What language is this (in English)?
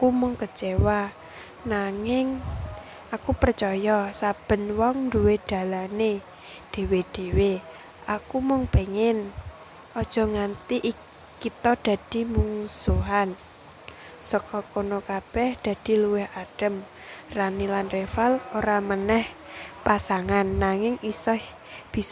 Javanese